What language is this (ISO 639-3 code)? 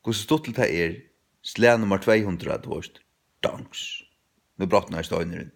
fao